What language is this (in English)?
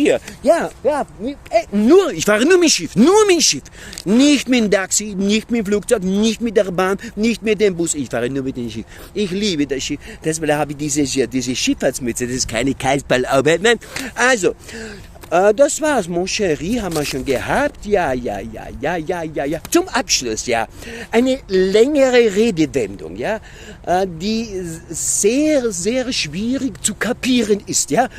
Bavarian